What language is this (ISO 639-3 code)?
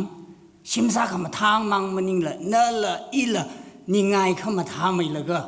nmf